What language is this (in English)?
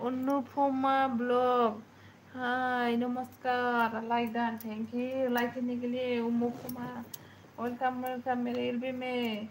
Bodo